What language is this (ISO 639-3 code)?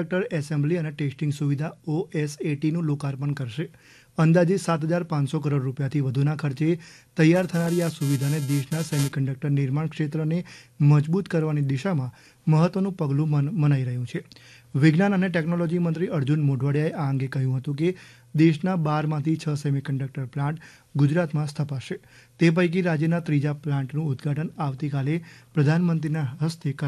guj